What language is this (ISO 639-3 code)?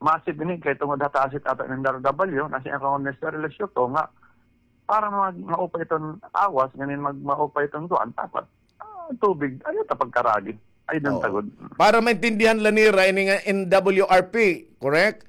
war